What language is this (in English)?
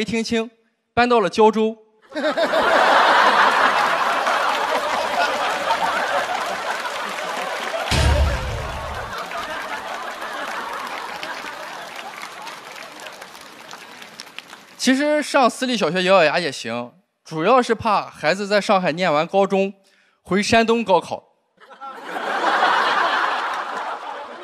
Chinese